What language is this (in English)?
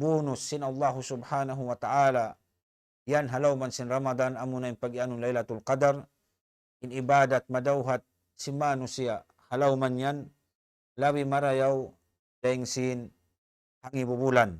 Tausug